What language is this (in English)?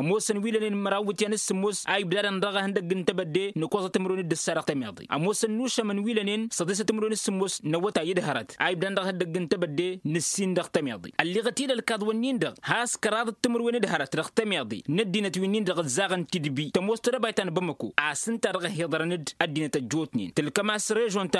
Tamasheq